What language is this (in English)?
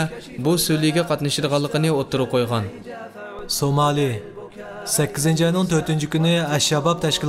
Uyghur